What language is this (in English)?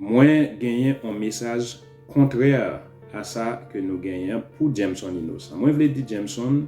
Haitian Creole